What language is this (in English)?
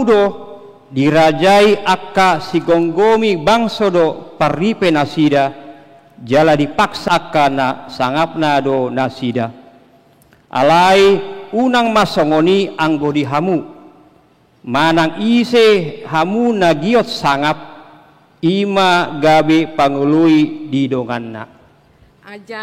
Batak Toba